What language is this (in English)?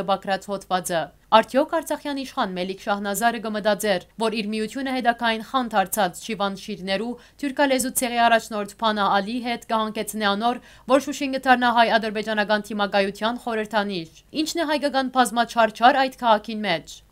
Western Armenian